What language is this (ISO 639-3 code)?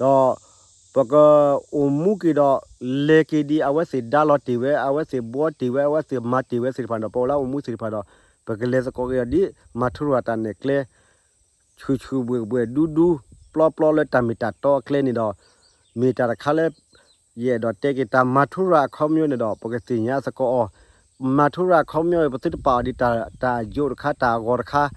ksw